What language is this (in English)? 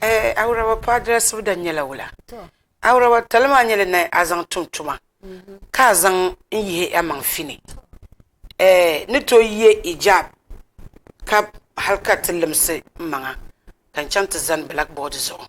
Dagbani